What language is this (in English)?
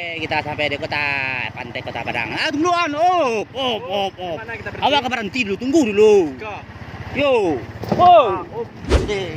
Minangkabau